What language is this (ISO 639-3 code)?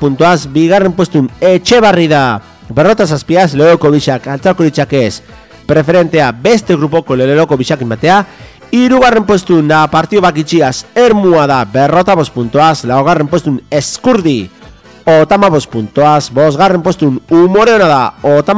eus